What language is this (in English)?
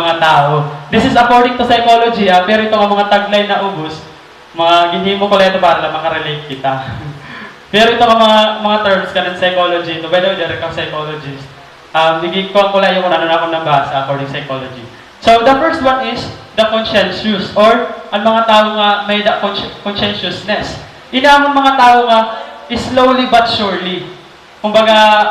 Waray